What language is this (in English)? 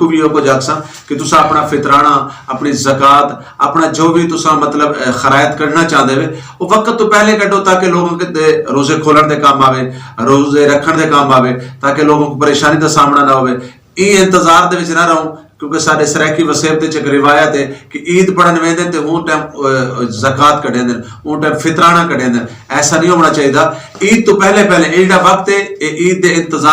Saraiki